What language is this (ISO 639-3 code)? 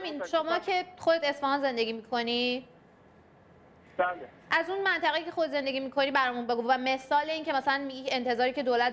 fas